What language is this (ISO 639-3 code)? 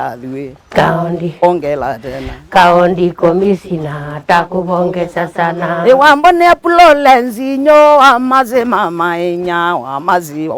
kam